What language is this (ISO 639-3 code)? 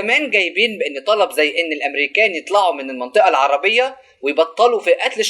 arz